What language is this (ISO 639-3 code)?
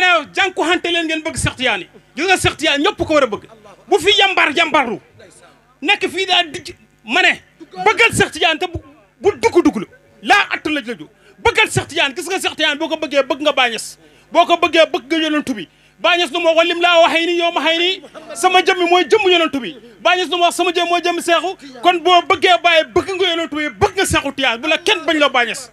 wol